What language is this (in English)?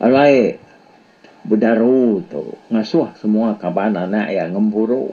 Iban